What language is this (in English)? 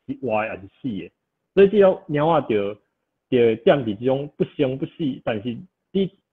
Min Nan Chinese